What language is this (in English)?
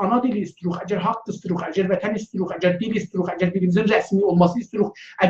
South Azerbaijani